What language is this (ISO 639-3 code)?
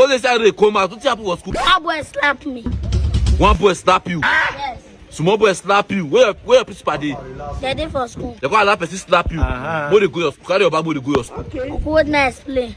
pcm